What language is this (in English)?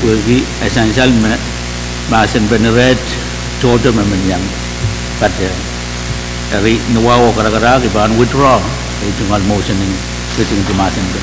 Pohnpeian